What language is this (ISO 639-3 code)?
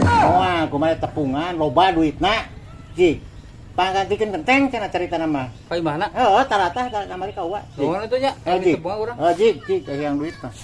sun